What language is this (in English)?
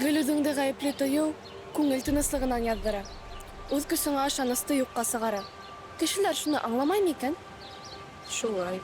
Bashkir